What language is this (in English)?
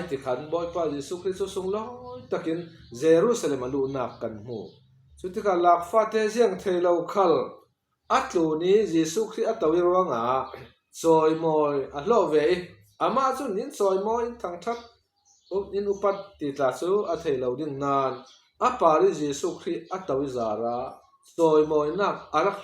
Falam Chin